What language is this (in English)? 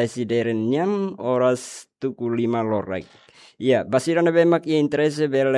Tetum